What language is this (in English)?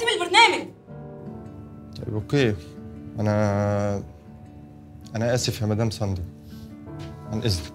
Egyptian Arabic